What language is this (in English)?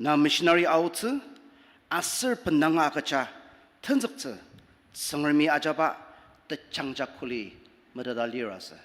Ao Naga